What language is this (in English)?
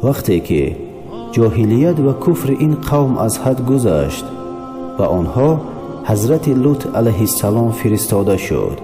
Tajik